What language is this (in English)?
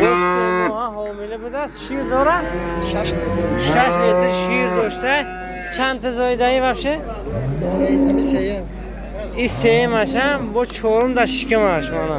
Tajik